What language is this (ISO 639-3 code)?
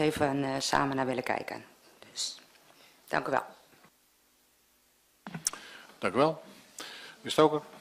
nld